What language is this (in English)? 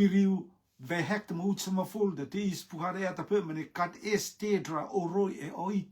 Rotuman